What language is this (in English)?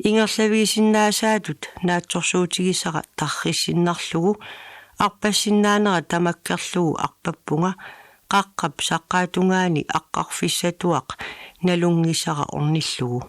Kalaallisut